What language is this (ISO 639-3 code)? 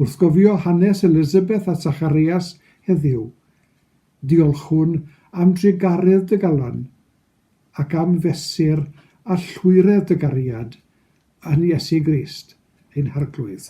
cym